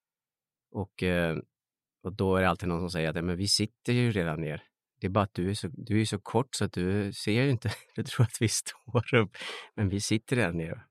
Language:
Swedish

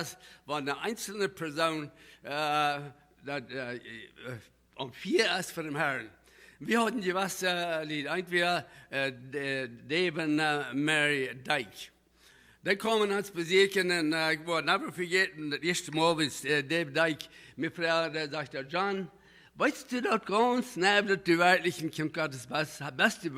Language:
Plautdietsch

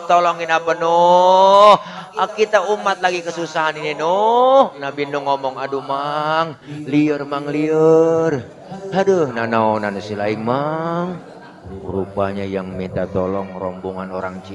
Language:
Betawi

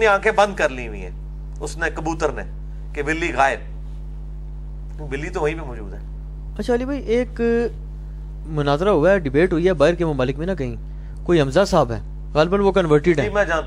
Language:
Urdu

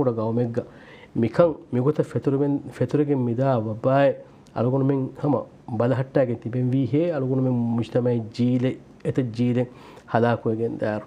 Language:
Divehi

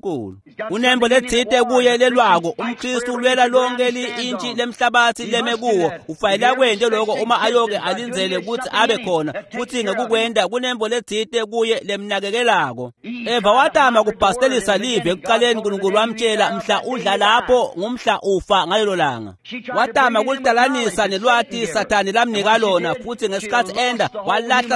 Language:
Swati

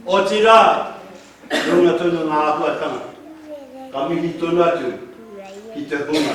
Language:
Māori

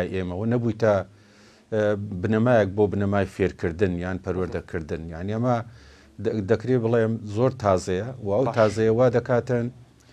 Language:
Central Kurdish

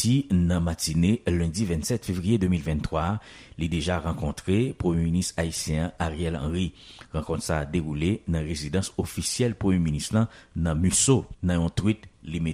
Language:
Haitian Creole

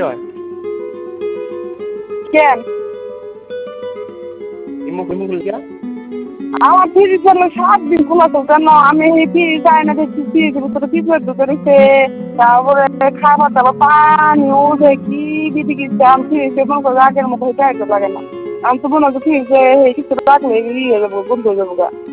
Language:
Bangla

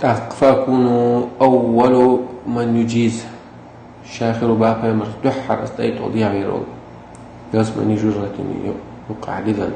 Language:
Chechen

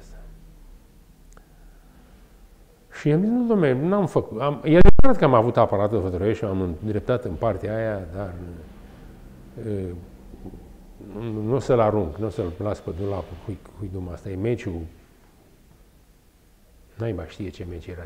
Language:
Romanian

